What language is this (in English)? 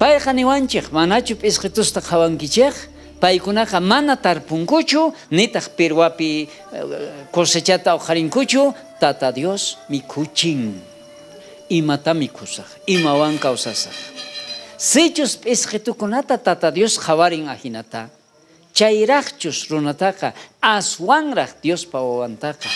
South Bolivian Quechua